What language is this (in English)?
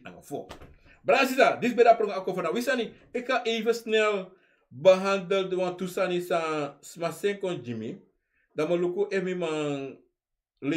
Sranan Tongo